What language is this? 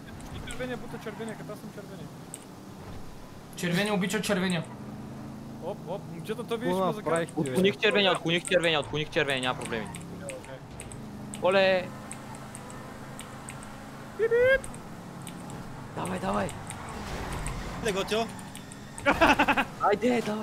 Bulgarian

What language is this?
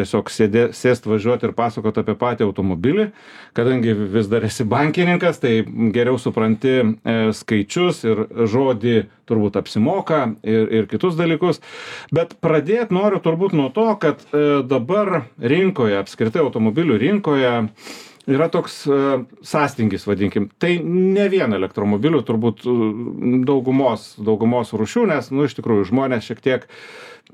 Lithuanian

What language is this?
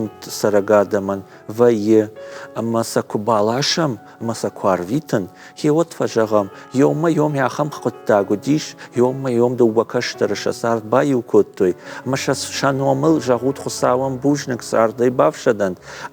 Ossetic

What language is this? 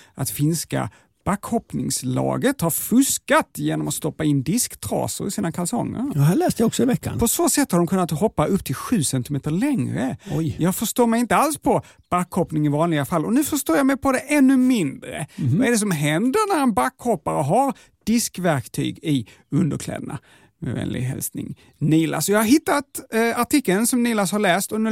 Swedish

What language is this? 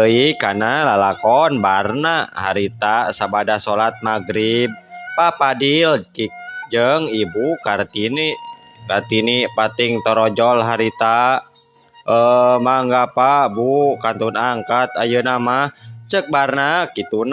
Sundanese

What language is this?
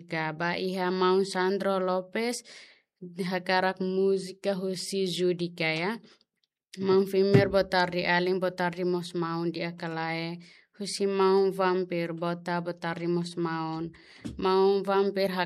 Tetum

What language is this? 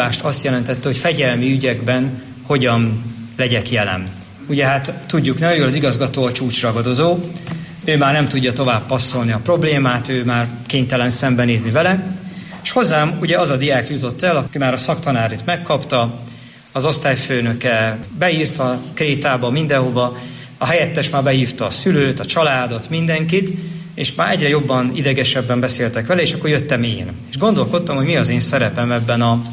Hungarian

